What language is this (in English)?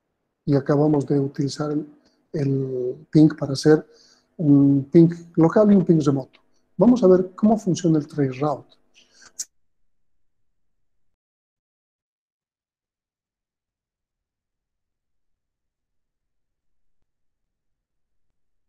Spanish